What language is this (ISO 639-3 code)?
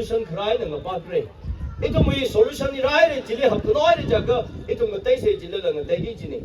nmf